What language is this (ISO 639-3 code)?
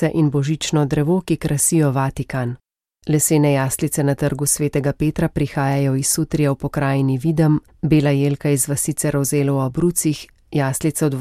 slv